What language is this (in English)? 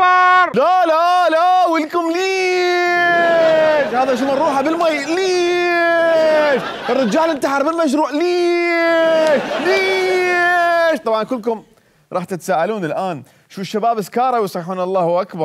Mesopotamian Arabic